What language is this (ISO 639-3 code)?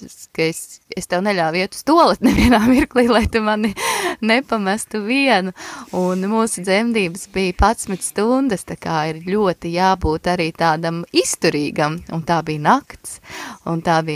lav